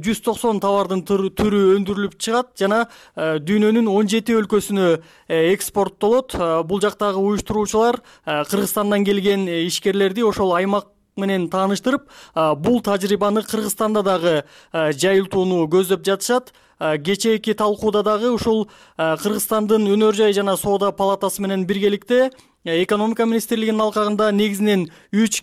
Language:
Kyrgyz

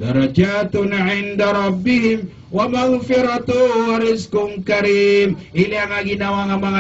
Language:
Maranao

